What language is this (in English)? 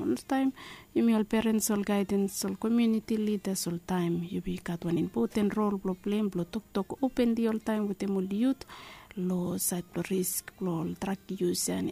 Bislama